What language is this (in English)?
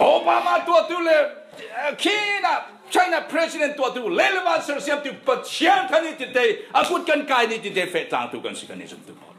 Falam Chin